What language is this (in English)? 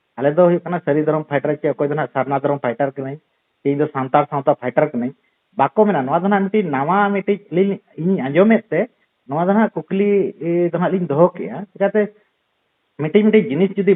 Santali